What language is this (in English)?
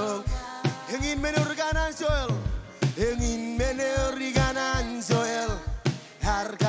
Marshallese